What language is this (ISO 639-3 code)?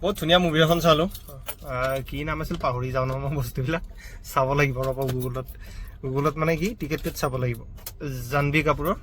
asm